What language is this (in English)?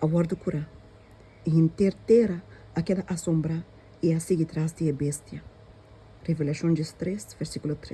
Papiamento